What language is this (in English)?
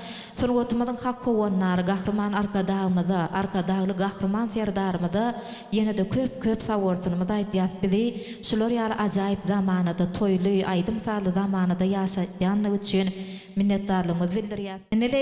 Turkmen